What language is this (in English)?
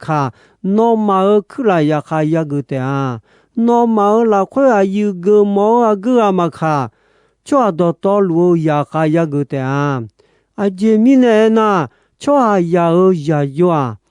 Akha